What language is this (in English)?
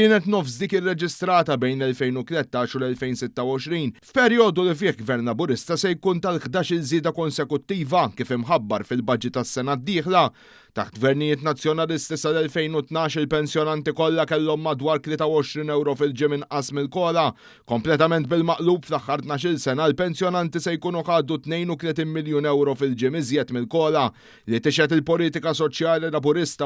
Maltese